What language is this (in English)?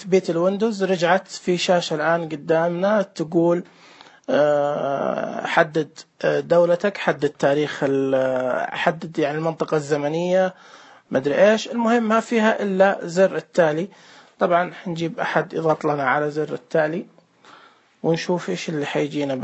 Najdi Arabic